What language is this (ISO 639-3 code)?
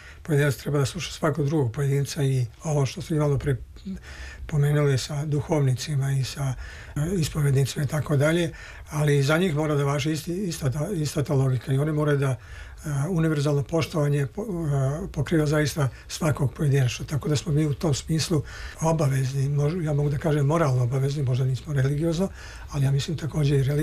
srp